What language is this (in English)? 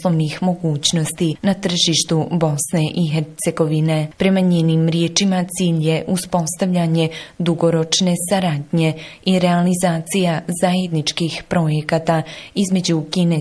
Bosnian